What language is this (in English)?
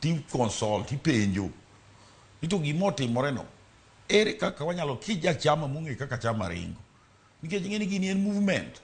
Luo (Kenya and Tanzania)